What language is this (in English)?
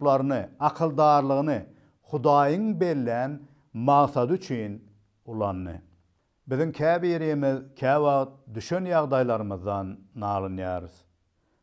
Turkmen